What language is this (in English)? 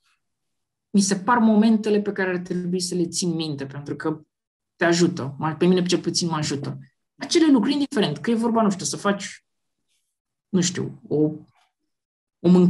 Romanian